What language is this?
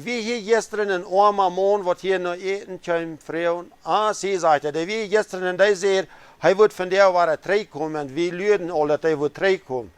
Plautdietsch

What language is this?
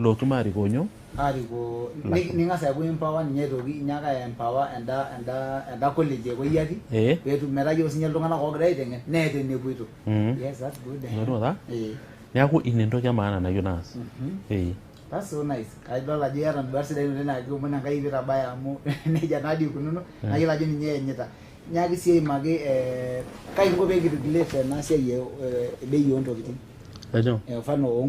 Masai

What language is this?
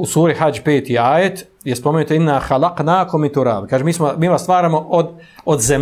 Bosnian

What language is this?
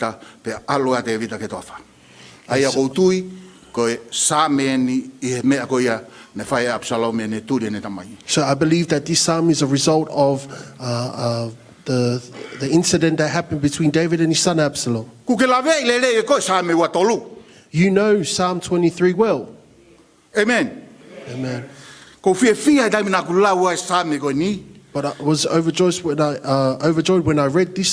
Tongan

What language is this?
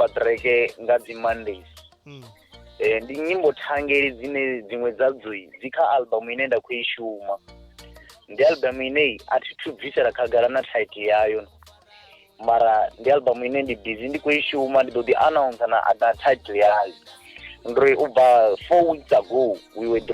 Venda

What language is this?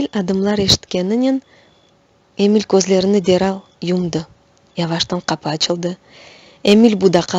Crimean Tatar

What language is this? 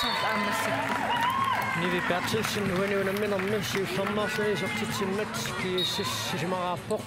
Kalaallisut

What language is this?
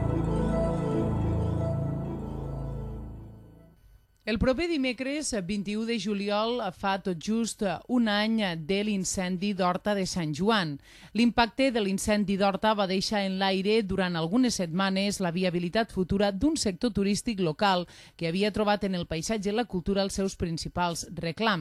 Catalan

